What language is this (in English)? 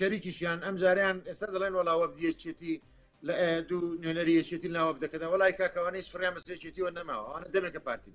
Central Kurdish